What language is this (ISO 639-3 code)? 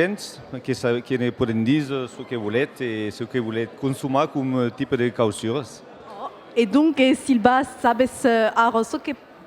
oci